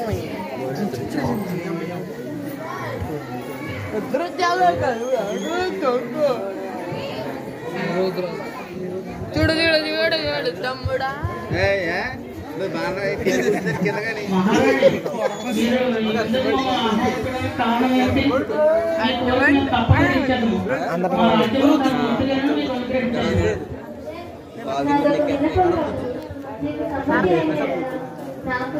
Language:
Telugu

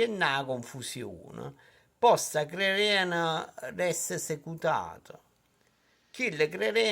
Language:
Neapolitan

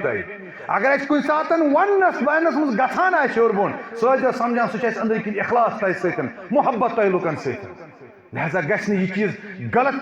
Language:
Kashmiri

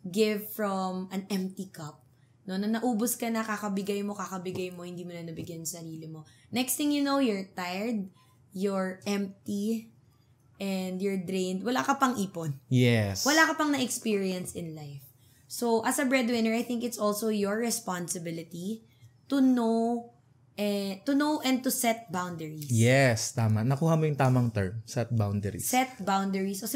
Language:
Filipino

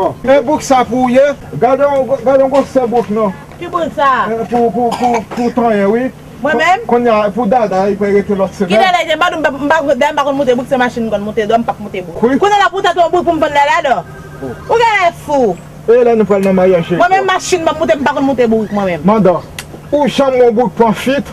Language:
Haitian Creole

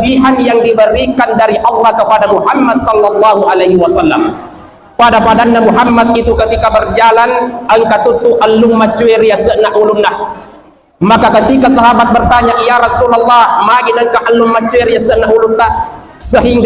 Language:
Buginese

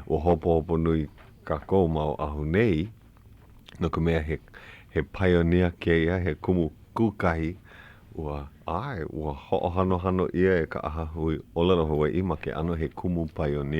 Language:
Hawaiian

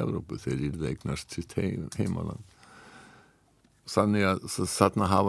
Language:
Icelandic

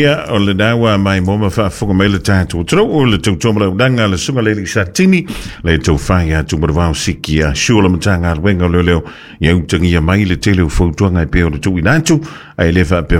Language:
Samoan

